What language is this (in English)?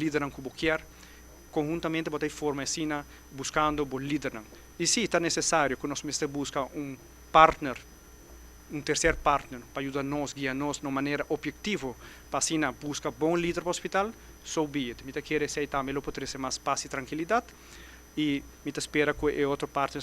Papiamento